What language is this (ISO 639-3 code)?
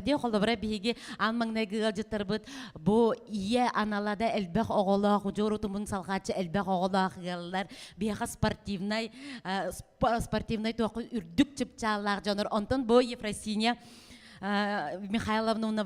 sah